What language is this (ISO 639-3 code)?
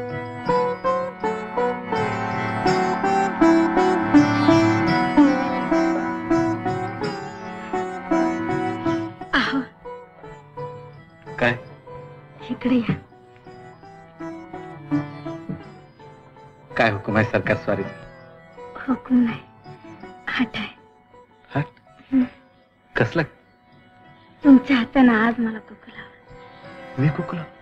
mar